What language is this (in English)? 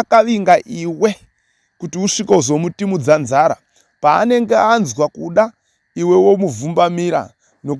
Shona